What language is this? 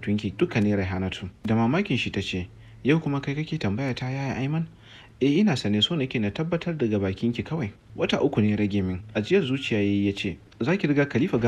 Hausa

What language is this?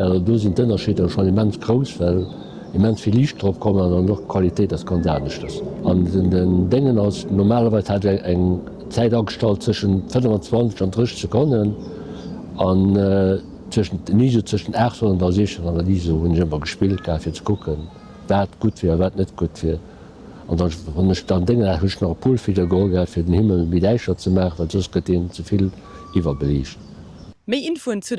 Luxembourgish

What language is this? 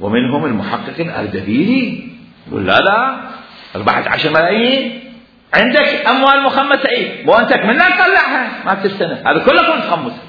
Mesopotamian Arabic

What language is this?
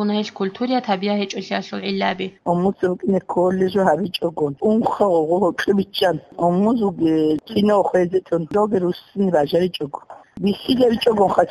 Avaric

